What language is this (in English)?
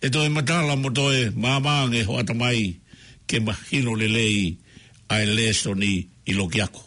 Tongan